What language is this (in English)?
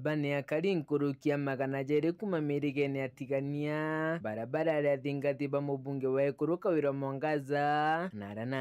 Meru